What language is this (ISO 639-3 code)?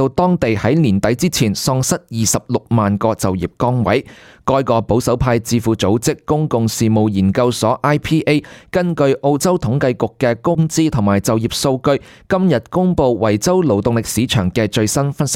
yue